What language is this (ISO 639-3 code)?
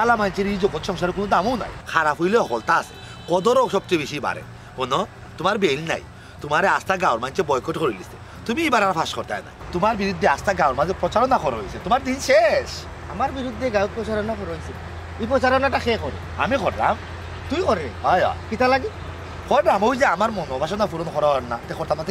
syl